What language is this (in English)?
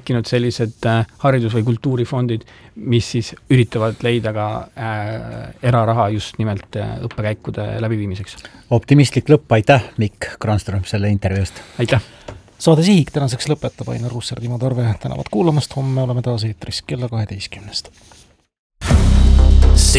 Estonian